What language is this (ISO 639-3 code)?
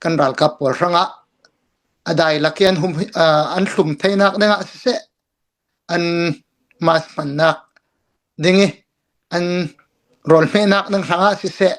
cnh